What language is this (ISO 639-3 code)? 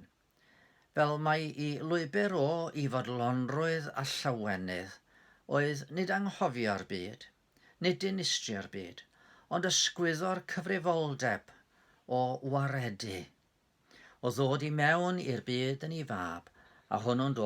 cym